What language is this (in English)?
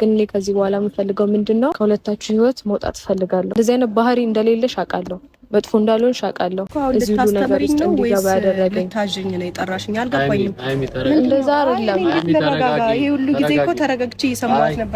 Amharic